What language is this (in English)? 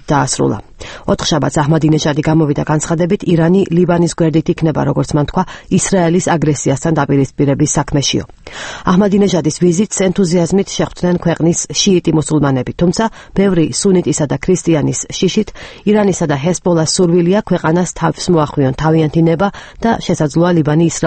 Georgian